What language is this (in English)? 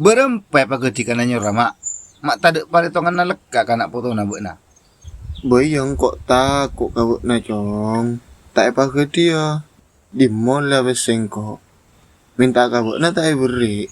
Madurese